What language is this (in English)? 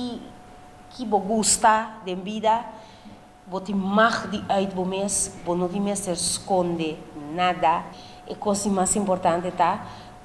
Papiamento